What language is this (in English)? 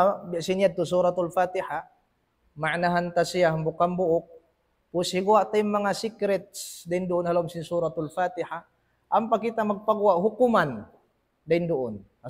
Tausug